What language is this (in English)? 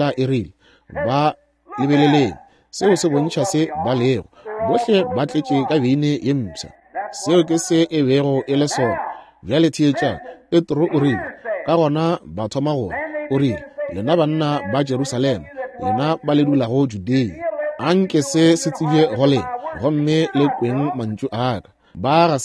Northern Sotho